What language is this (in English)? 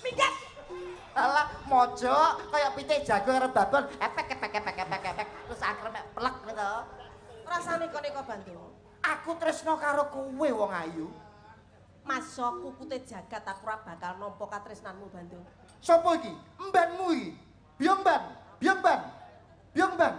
Javanese